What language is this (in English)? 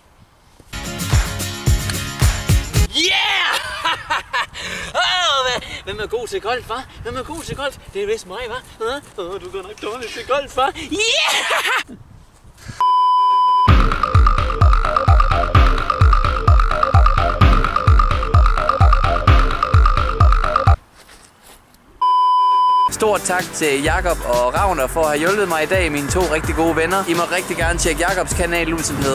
Danish